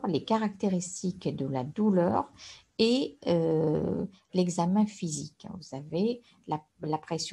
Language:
French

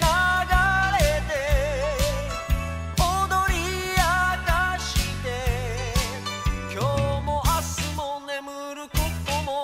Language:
Japanese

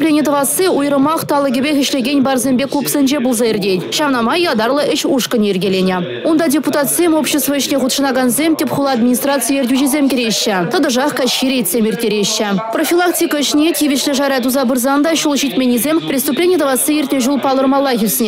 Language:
Chuvash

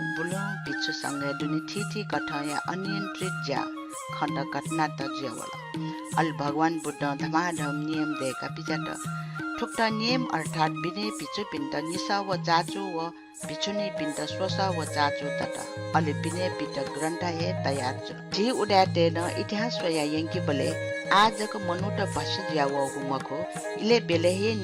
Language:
Newari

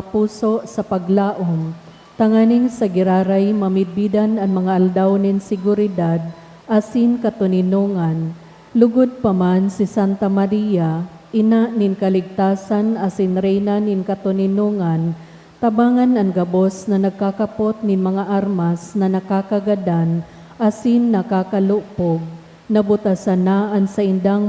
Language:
Bikol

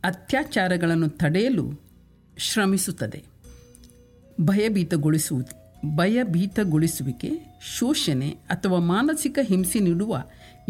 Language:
Kannada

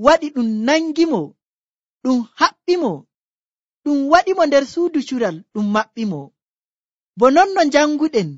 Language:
Nigerian Fulfulde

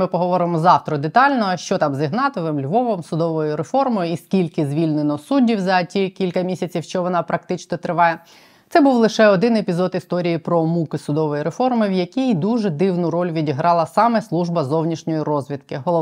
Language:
Ukrainian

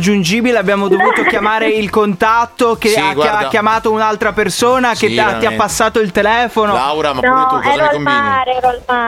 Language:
Italian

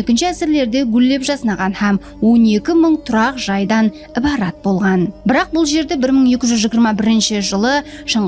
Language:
Kara-Kalpak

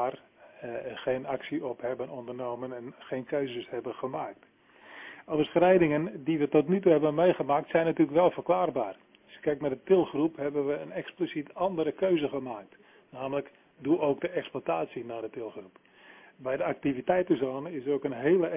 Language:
Dutch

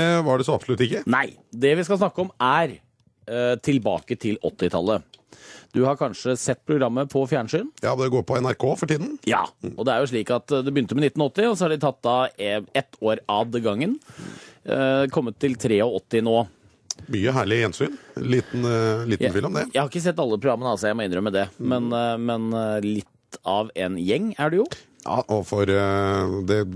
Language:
Norwegian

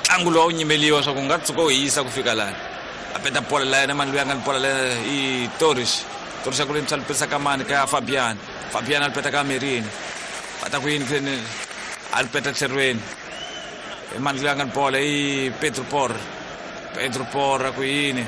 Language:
Tsonga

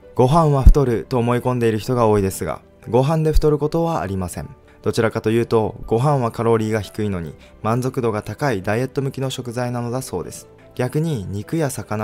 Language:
Japanese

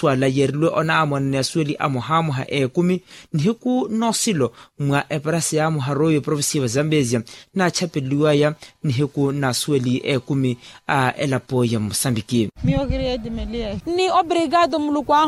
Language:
Makhuwa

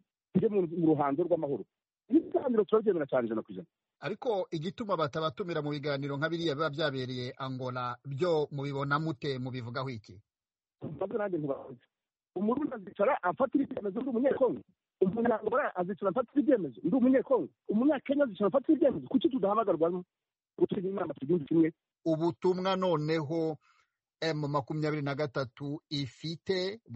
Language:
Kinyarwanda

